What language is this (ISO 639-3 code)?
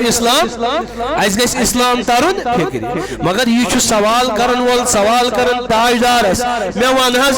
kas